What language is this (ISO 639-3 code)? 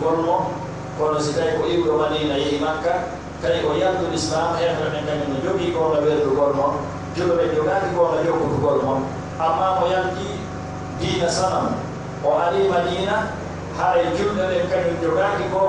fuf